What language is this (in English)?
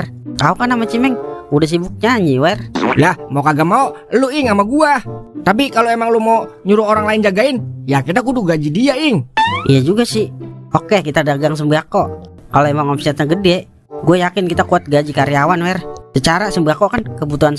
Betawi